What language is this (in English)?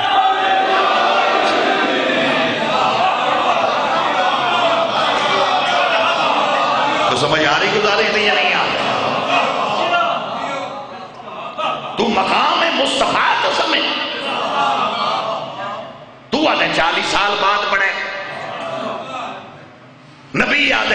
Urdu